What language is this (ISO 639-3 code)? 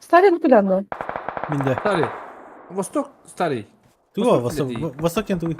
sah